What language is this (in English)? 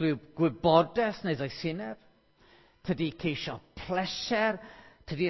Welsh